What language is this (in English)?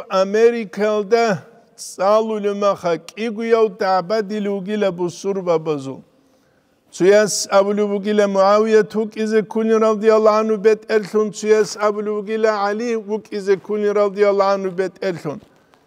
Avaric